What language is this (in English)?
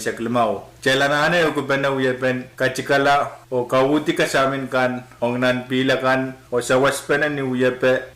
Pohnpeian